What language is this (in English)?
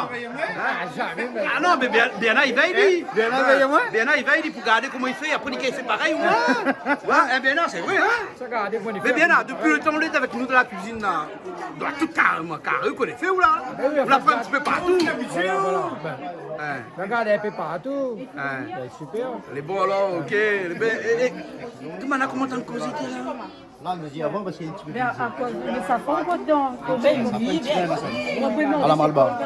Réunion Creole French